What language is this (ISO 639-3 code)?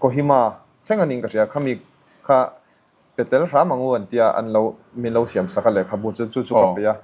lus